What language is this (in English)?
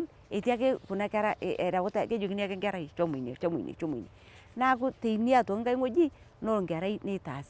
Masai